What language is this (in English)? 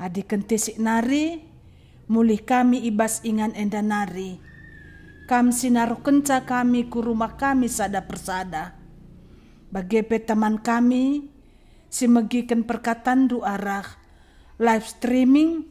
Batak Karo